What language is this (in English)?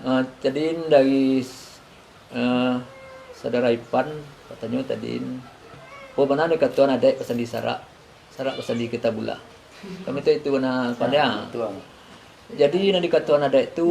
Minangkabau